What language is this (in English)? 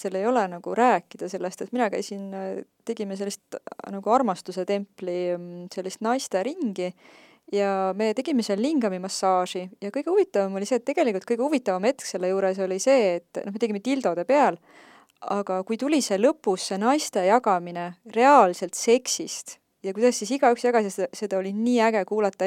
Estonian